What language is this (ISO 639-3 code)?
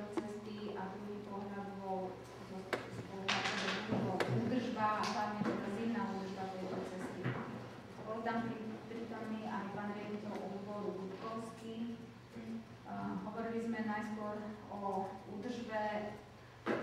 slk